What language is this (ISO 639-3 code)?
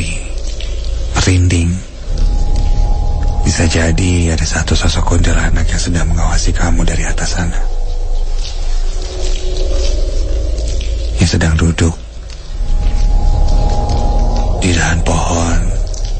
ind